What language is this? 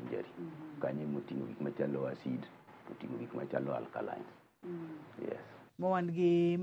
Luo (Kenya and Tanzania)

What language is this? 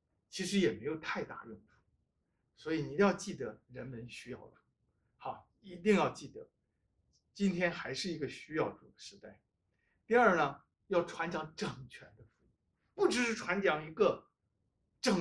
Chinese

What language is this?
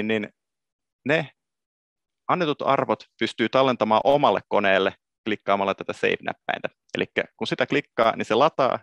Finnish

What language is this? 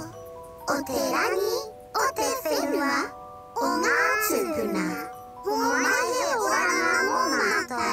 Māori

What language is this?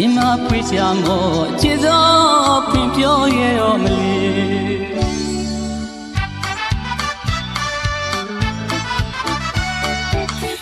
Burmese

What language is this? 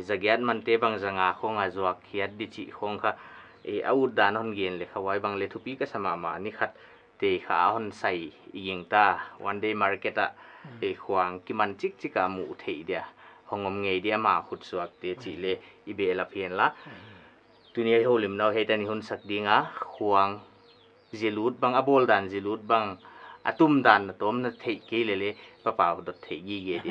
Paite Chin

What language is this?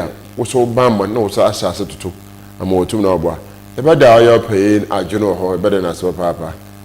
Akan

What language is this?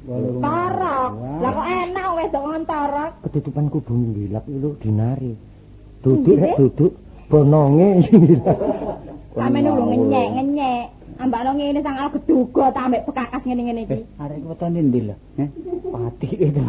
Javanese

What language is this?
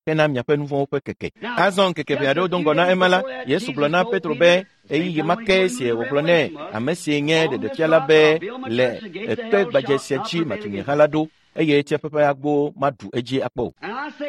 Ewe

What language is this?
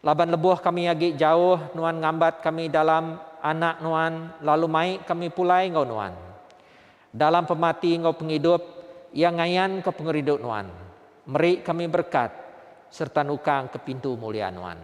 Iban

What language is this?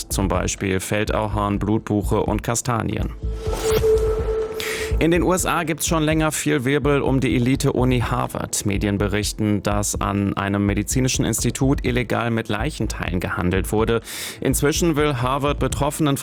German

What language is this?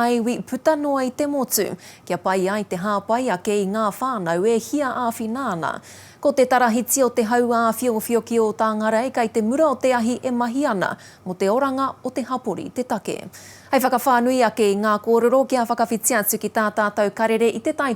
Māori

